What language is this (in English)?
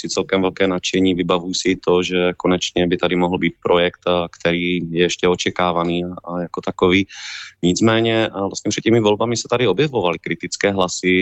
Czech